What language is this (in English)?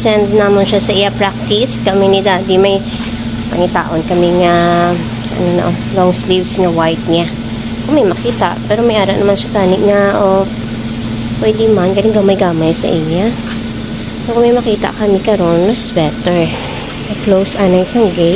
Hiligaynon